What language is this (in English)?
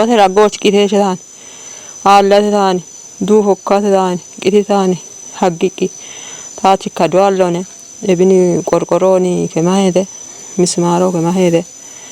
Kafa